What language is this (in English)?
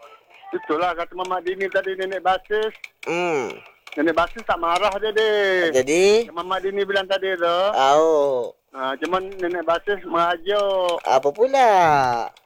Malay